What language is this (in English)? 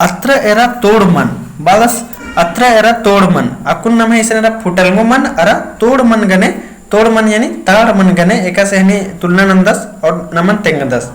Kurukh